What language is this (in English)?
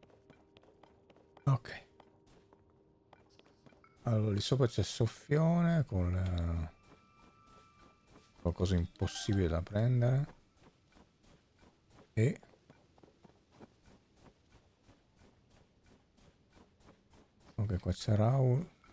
Italian